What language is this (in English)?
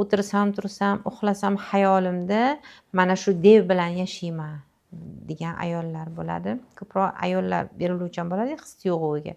Uzbek